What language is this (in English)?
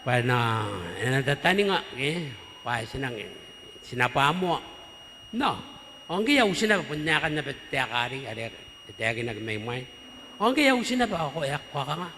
Gilbertese